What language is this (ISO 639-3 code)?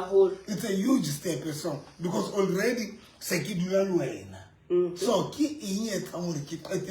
sot